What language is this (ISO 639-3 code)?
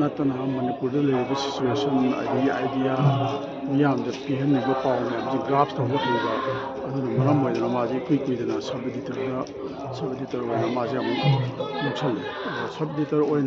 mni